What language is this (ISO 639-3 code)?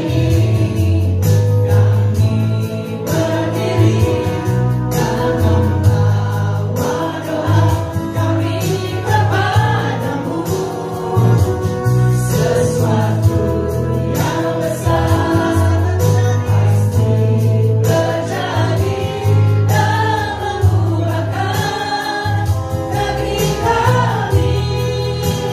ind